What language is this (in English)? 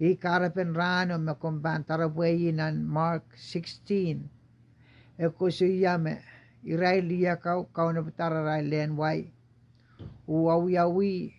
Pohnpeian